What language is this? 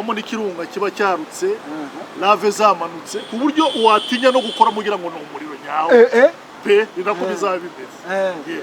Kinyarwanda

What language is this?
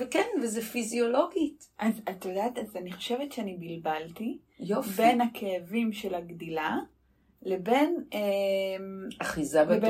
Hebrew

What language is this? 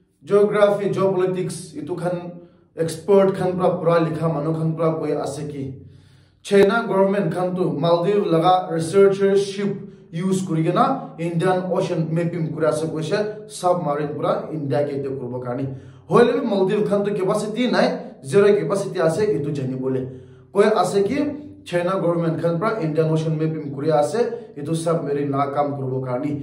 Naga Pidgin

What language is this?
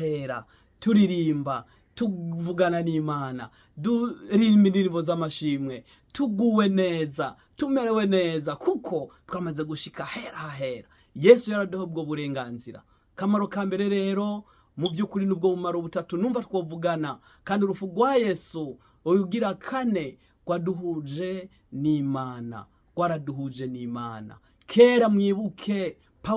Rundi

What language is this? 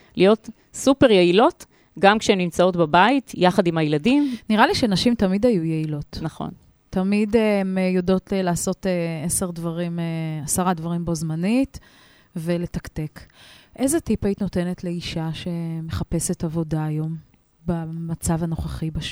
Hebrew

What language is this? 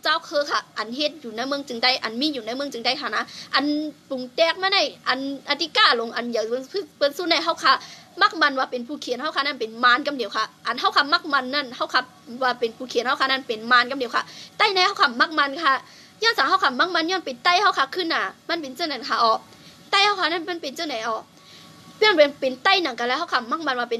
Shan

